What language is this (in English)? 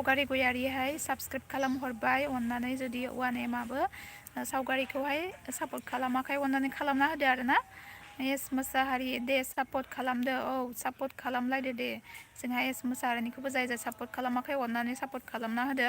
Bodo